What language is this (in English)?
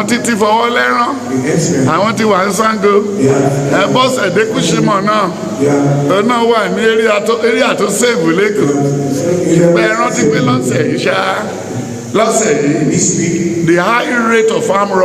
Yoruba